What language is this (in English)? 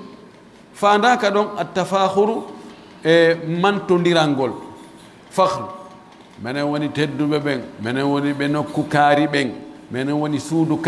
Pular